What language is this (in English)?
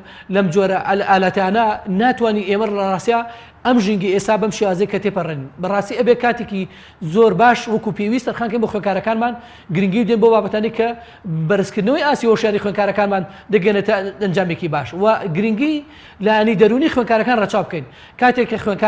Central Kurdish